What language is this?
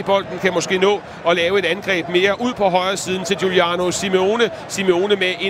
Danish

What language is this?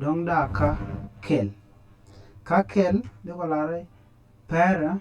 Nuer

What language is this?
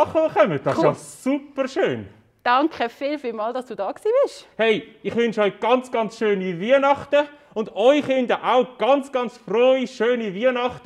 Swiss German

